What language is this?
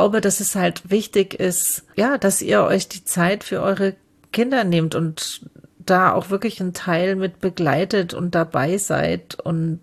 German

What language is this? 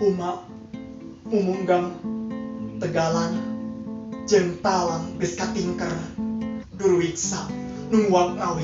Sundanese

